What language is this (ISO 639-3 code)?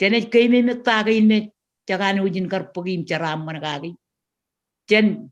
mah